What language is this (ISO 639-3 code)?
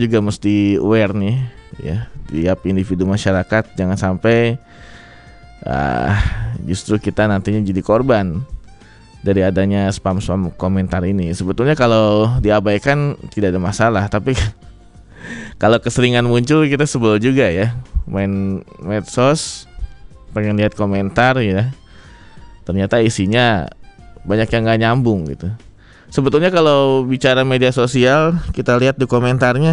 ind